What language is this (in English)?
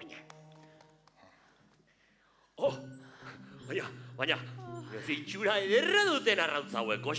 Basque